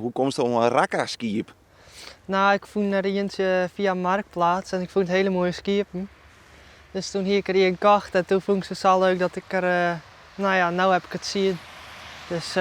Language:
Western Frisian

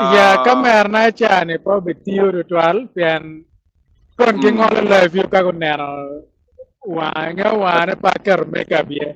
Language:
Acoli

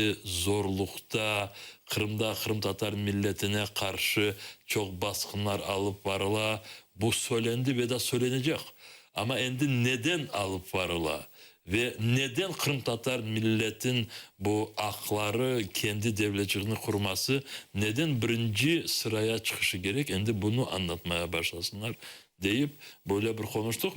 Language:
Crimean Tatar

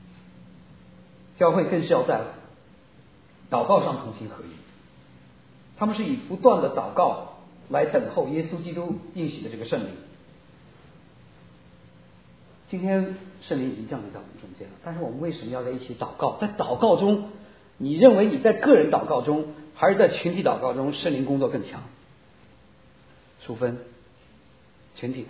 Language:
Chinese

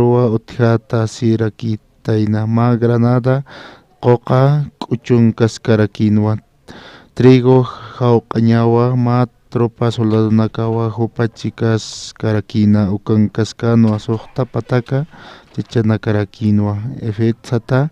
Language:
Aymara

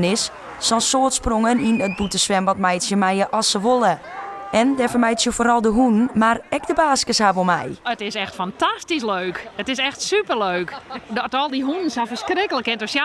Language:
Western Frisian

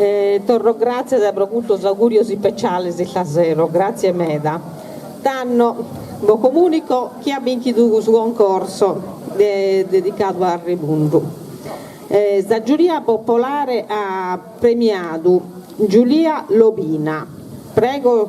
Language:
Sardinian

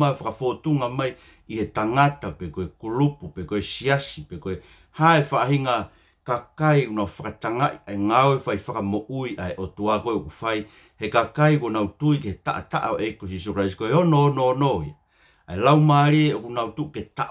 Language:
Tongan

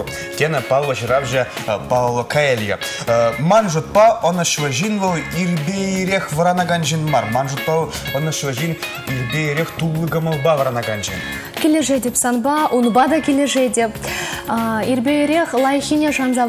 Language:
Chuvash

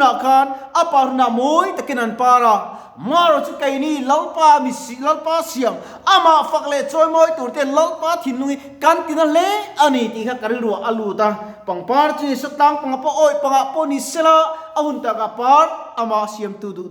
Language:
Mizo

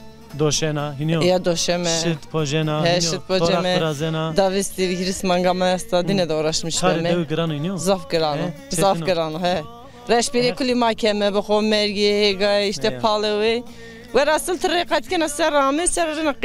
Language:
Zaza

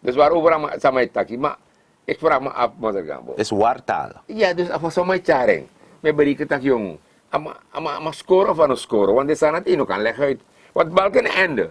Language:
Sranan Tongo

